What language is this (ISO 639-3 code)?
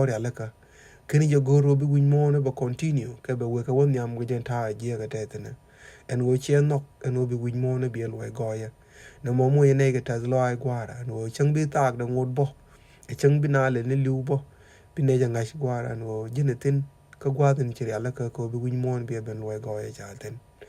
nus